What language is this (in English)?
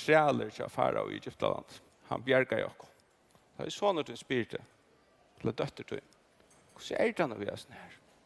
Faroese